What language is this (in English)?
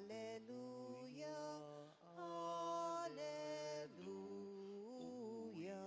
Pampanga